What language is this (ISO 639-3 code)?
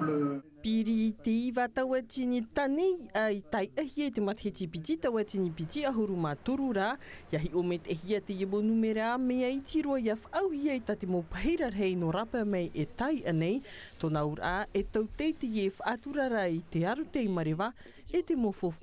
tah